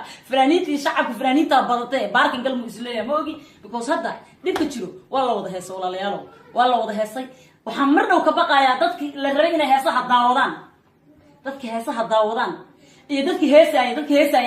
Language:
Somali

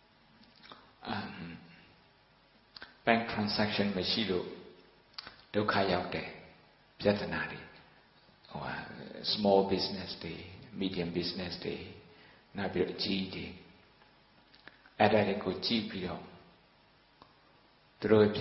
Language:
Burmese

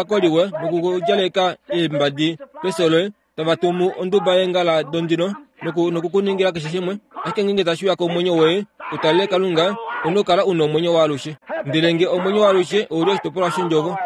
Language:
Kuanyama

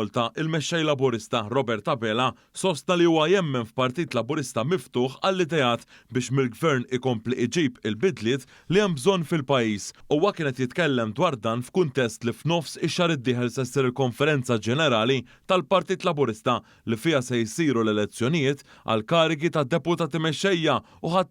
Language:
Maltese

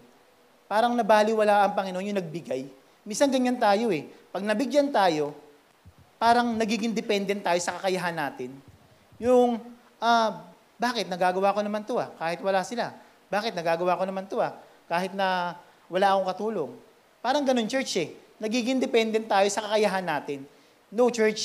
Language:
Filipino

